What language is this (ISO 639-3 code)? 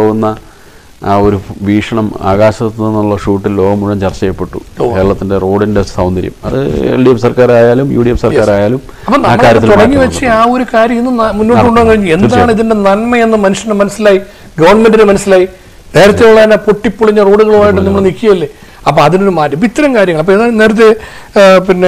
mal